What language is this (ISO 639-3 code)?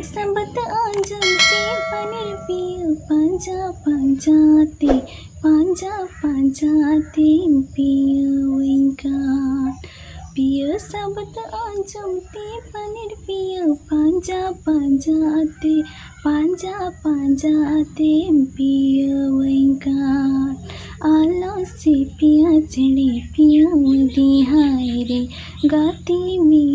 sat